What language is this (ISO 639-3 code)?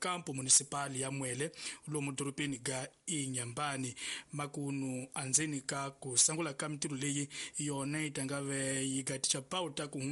tso